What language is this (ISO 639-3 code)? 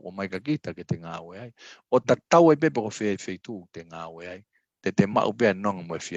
ton